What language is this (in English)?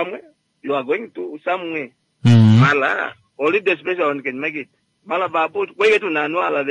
Kuanyama